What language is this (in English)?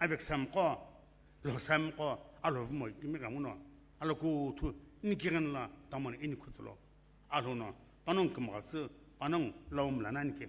Sumi Naga